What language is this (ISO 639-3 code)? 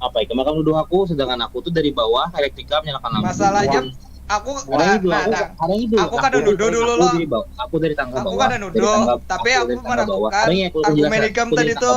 bjn